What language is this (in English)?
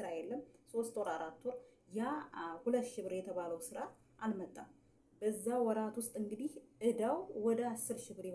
Amharic